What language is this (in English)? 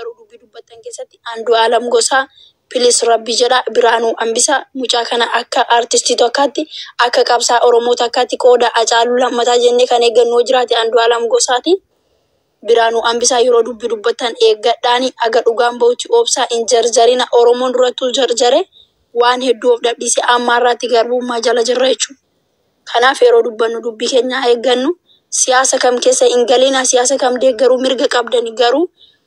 Oromo